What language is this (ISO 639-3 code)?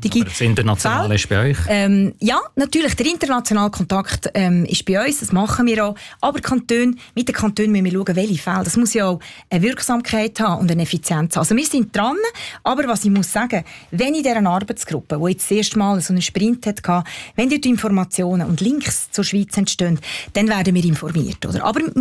deu